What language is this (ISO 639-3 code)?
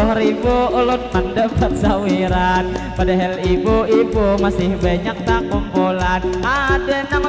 bjn